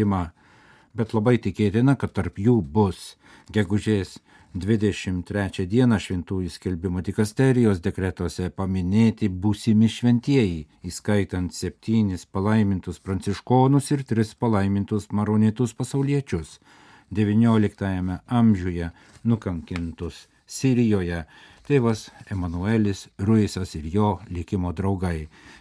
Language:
Lithuanian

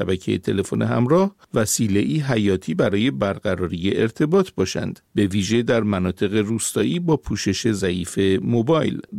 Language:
Persian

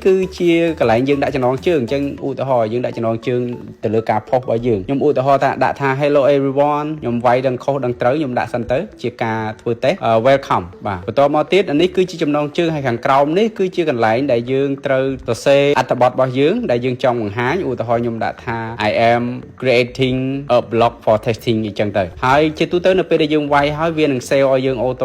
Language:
Khmer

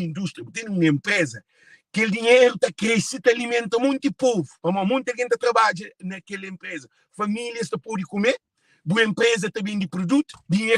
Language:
Kabuverdianu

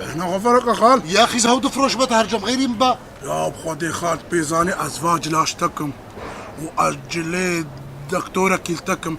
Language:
Kurdish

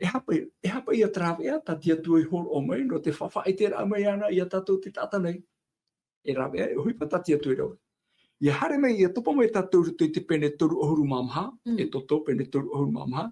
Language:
Tahitian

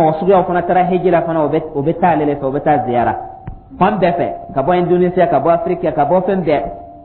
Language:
Dyula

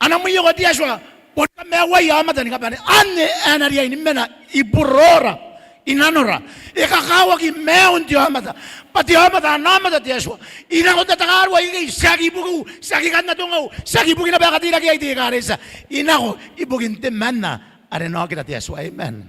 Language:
Gilbertese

